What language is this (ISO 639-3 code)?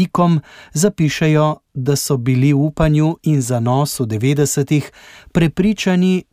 slv